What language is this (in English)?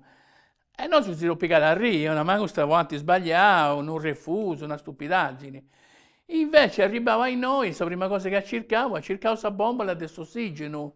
Sardinian